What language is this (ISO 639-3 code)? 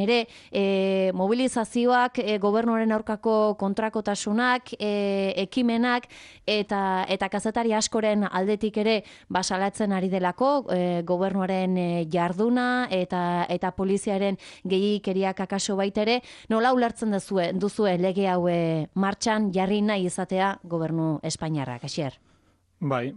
eus